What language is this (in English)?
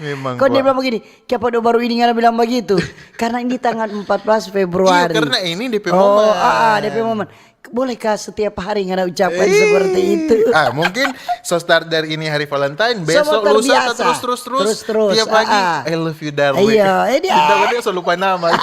Manado Malay